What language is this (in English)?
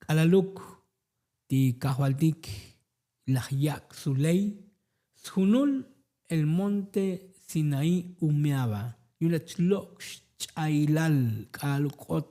Tzotzil